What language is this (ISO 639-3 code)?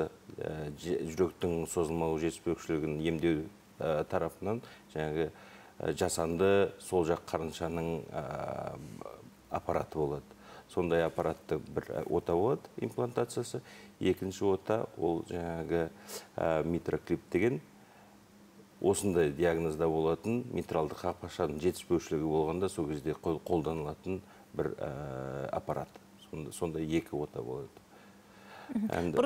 kaz